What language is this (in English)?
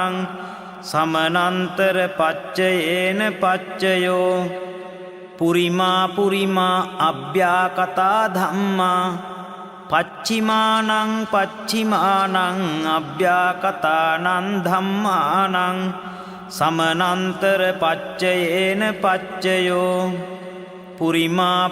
Pali